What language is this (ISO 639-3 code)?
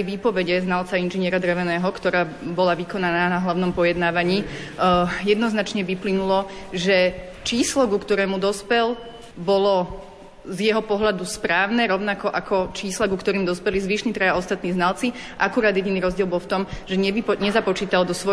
slk